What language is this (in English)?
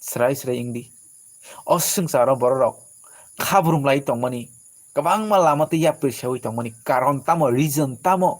Kok Borok